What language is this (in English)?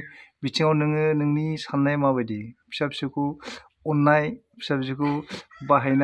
Bodo